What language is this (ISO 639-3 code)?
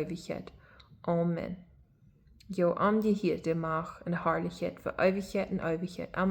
pdt